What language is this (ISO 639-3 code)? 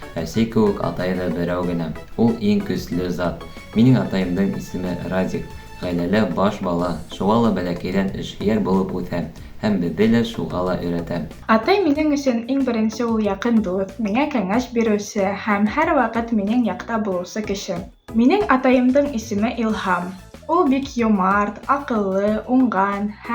bak